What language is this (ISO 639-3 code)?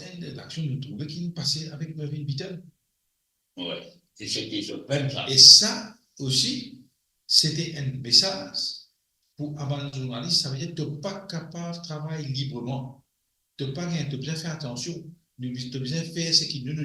mfe